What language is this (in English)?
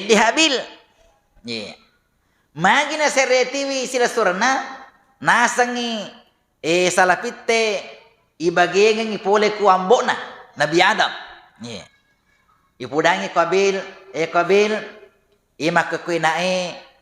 Buginese